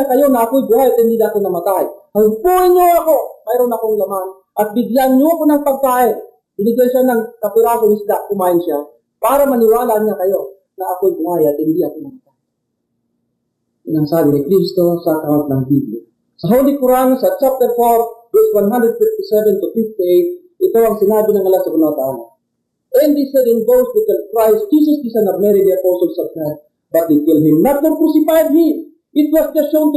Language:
Filipino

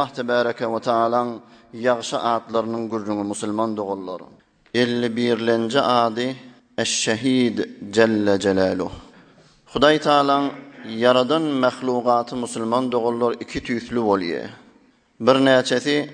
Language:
Turkmen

